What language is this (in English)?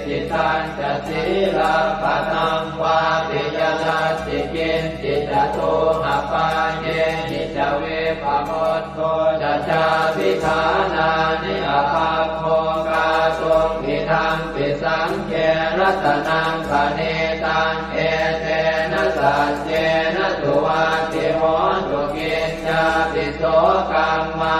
Pali